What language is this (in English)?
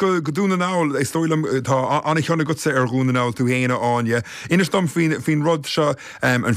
Irish